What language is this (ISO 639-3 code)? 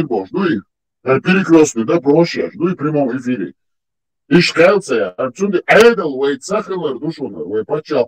che